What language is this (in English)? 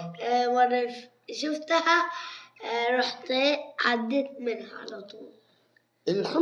Egyptian Arabic